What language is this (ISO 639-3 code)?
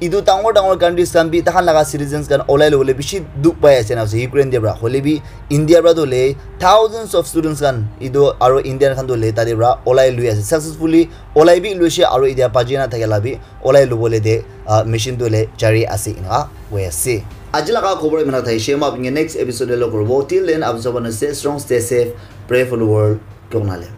nag